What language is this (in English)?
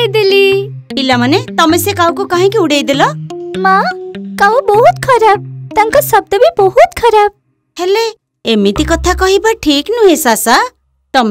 Odia